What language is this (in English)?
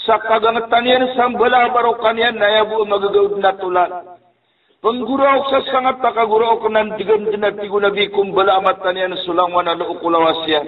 Maranao